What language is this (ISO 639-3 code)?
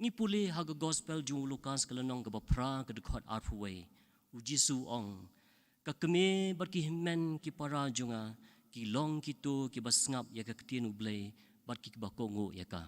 kha